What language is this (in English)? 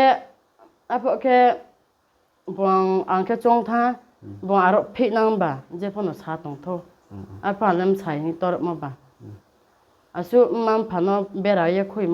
Riang (India)